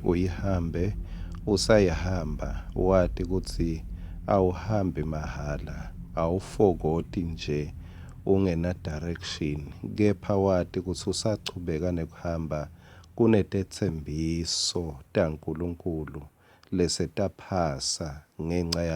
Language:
Swati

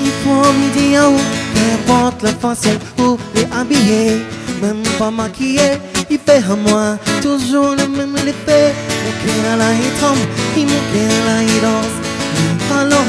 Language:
Réunion Creole French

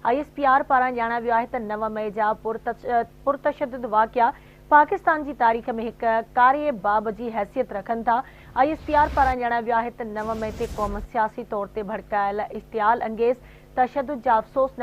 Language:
Sindhi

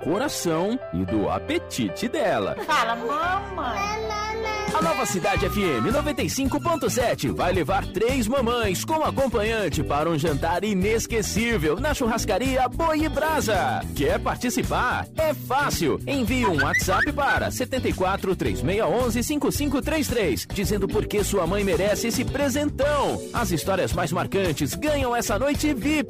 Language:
Portuguese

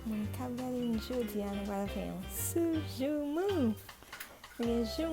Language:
Haitian Creole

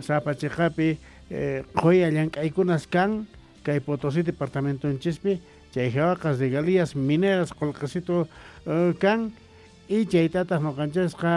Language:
Quechua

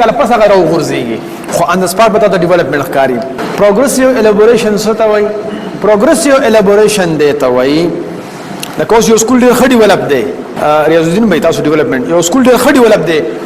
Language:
Pashto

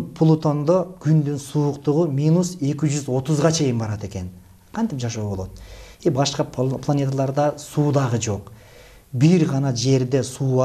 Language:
Kyrgyz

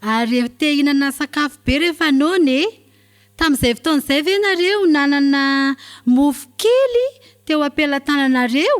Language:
Malagasy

